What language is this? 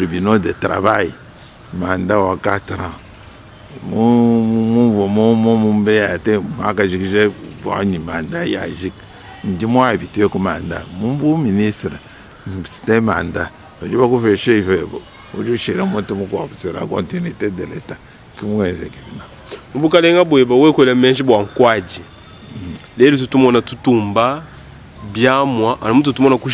Luba-Lulua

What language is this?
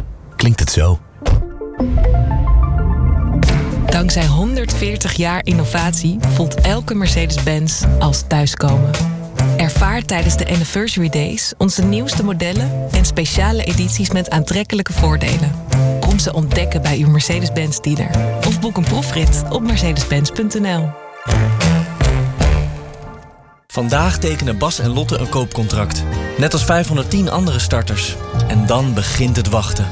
Dutch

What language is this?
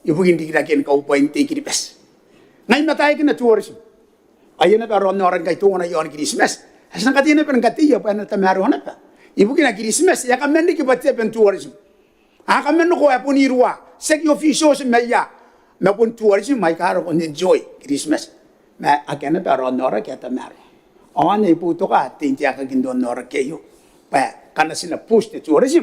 Gilbertese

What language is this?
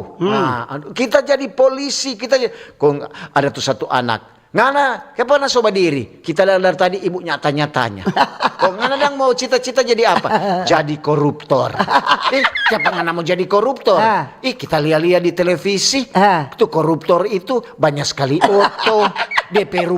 Manado Malay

